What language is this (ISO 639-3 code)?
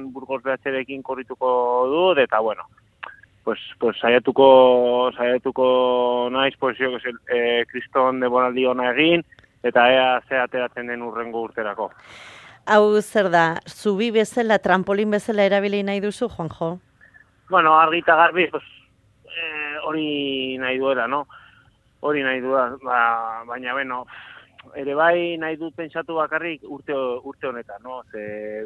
eus